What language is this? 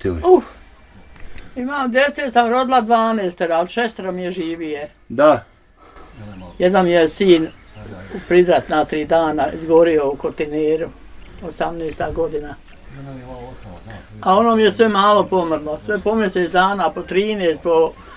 Bosnian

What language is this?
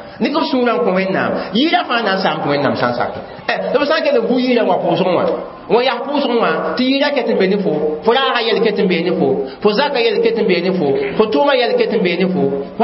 Mossi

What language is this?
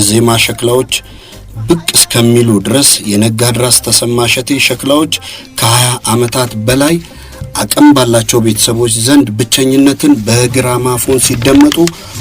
Amharic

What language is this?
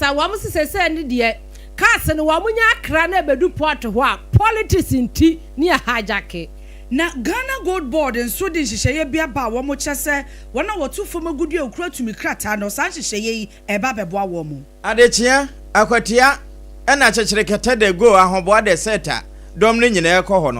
Akan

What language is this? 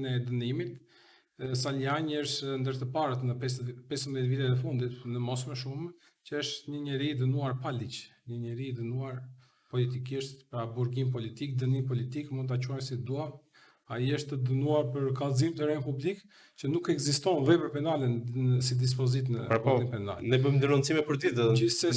Albanian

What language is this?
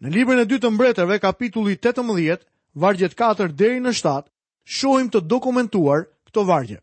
Albanian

